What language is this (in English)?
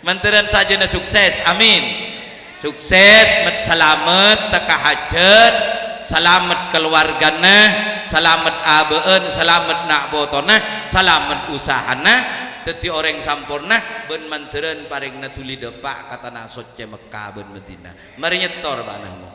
Madurese